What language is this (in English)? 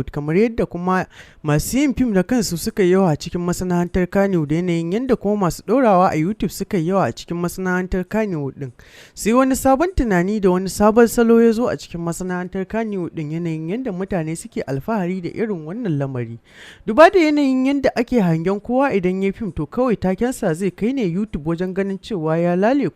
Hausa